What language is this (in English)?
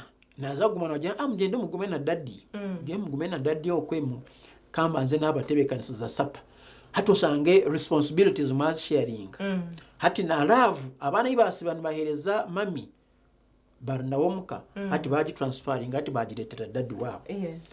Nyankole